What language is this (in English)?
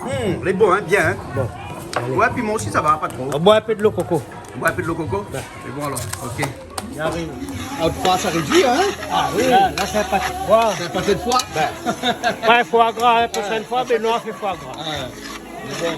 Réunion Creole French